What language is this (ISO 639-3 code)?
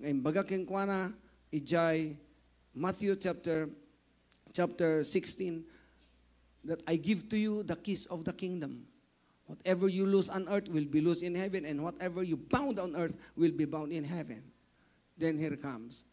ilo